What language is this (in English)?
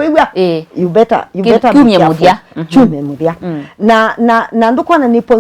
Kamba